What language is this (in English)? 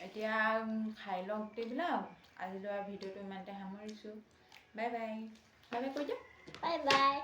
Assamese